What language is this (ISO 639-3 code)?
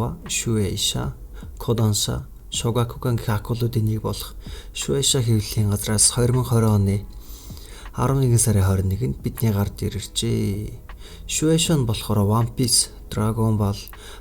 mon